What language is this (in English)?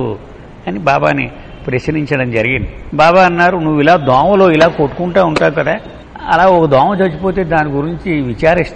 Telugu